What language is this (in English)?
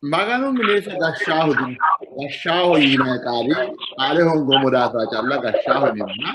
Sidamo